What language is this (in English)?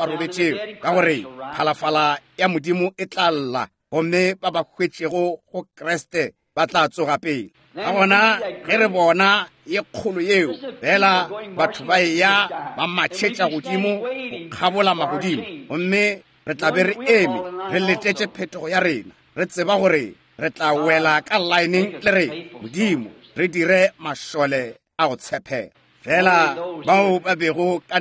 Northern Sotho